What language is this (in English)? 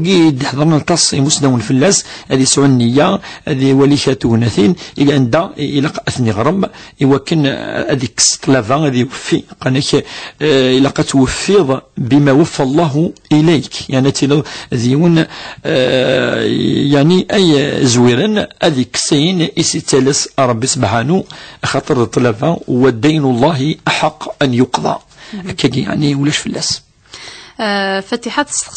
Kabyle